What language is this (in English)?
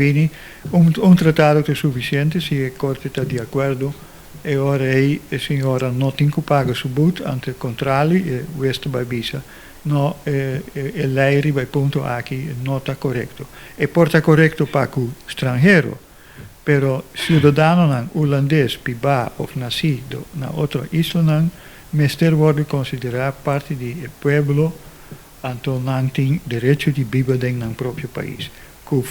Papiamento